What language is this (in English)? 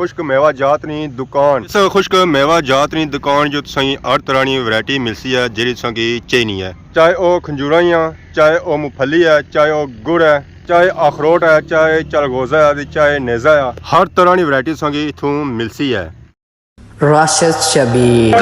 Pahari-Potwari